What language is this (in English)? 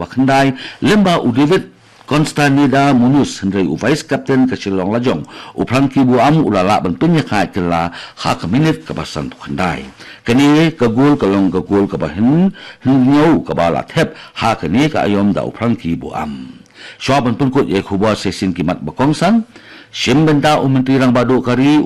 Khasi